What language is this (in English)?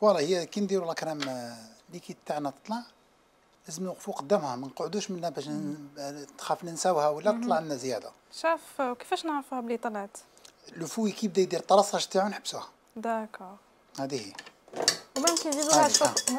Algerian Arabic